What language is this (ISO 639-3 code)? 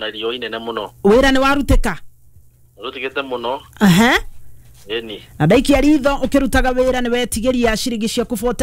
kik